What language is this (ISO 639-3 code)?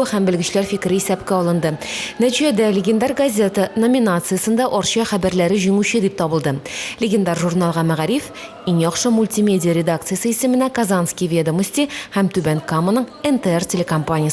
tat